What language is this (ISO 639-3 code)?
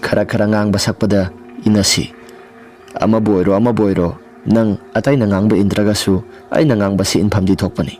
mni